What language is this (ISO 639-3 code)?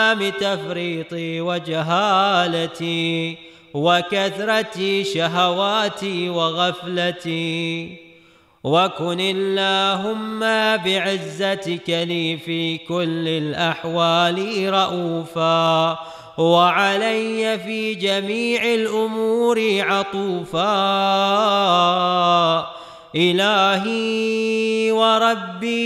ara